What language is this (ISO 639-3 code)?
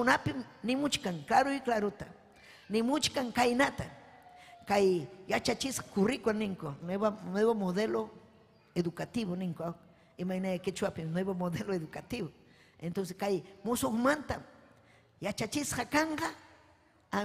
quy